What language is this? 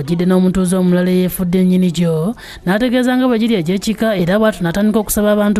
Ganda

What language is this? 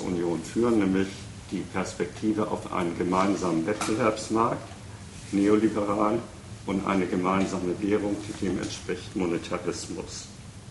German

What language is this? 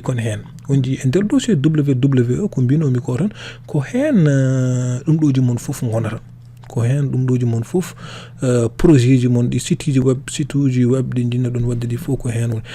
Fula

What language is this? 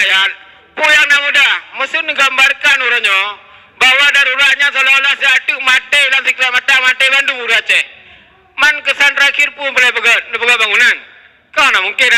Achinese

